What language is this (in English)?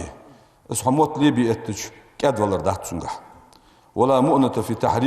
Ingush